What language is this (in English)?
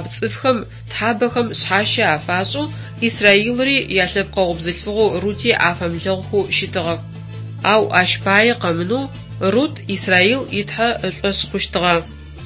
Adyghe